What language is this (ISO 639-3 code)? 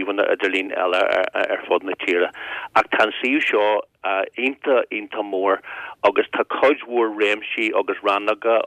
gle